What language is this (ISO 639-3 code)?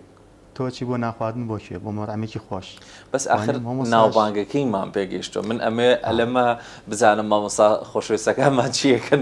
ckb